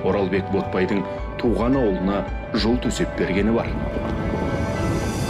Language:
Kazakh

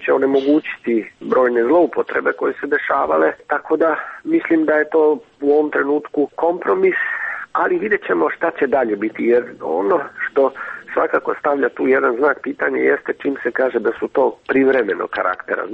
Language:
Serbian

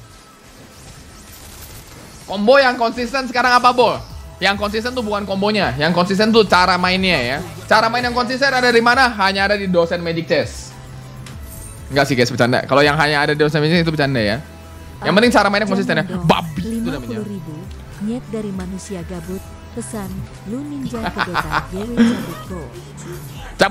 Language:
Indonesian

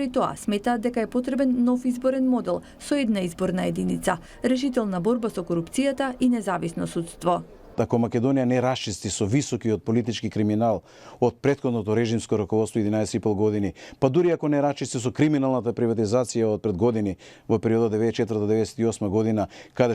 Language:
Macedonian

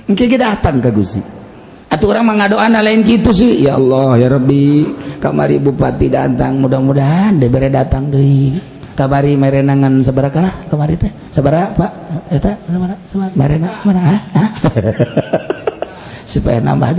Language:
Sundanese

